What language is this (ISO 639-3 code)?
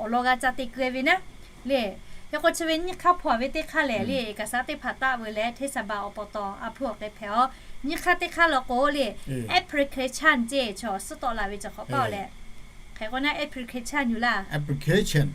lhu